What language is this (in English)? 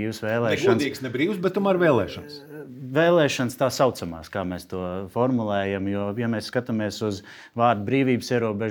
Latvian